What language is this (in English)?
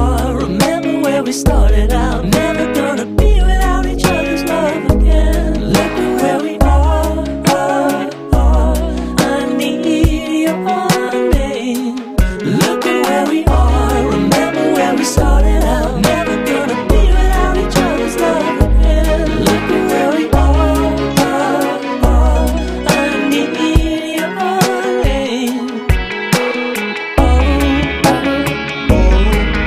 English